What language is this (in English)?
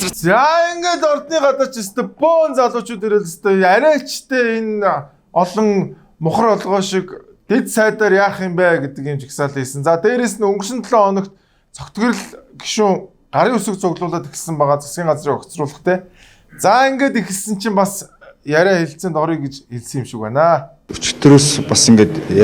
Mongolian